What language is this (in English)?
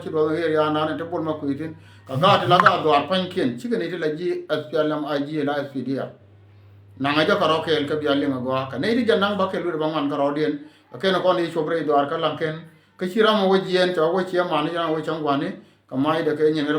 Nuer